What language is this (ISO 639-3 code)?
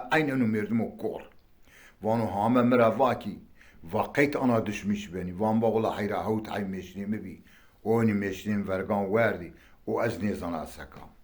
zza